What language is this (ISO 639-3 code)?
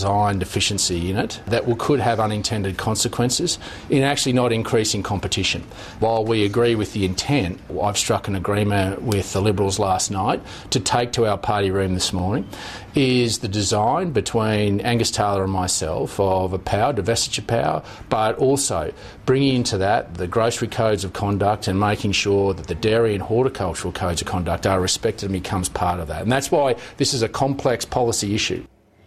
mkd